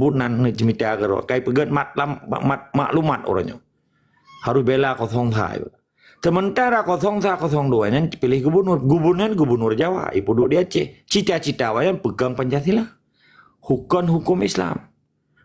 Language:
Achinese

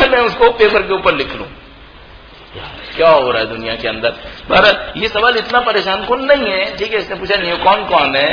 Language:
Urdu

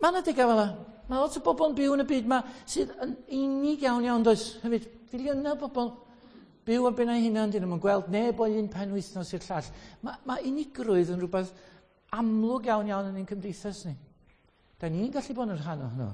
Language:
Welsh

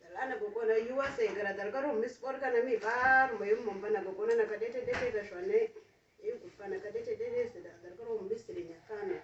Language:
Uduk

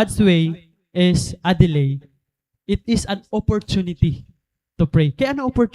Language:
Waray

